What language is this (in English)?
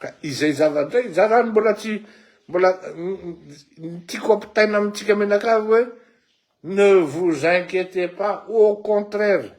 Malagasy